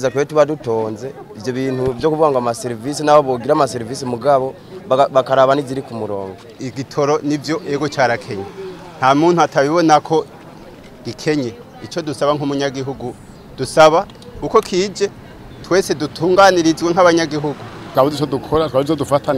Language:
Rundi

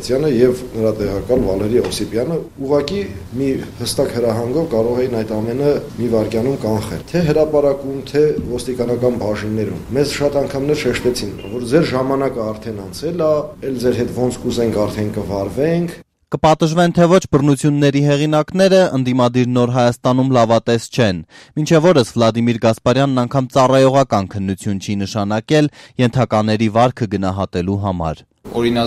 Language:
Armenian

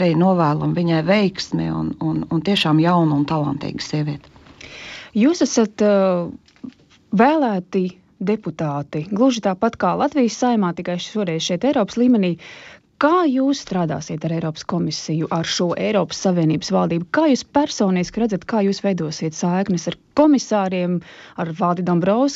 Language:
Latvian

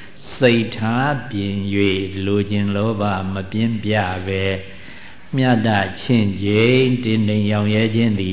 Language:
Burmese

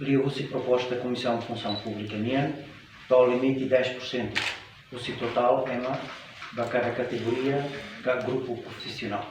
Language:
Tetum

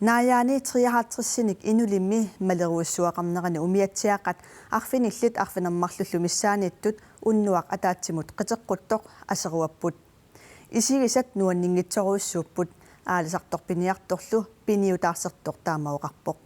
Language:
Kalaallisut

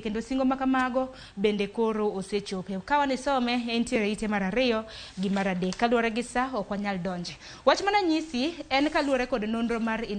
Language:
Luo (Kenya and Tanzania)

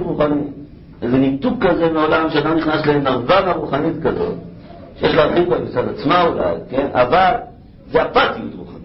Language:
Hebrew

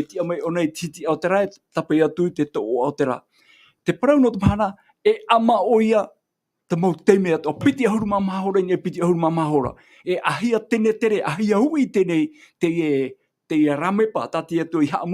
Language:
Tahitian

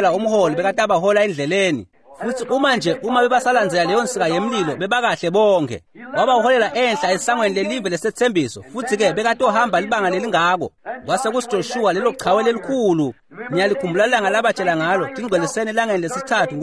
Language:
Swati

